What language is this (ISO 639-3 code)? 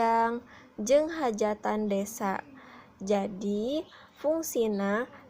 sun